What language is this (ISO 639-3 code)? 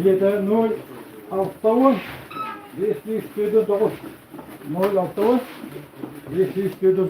sah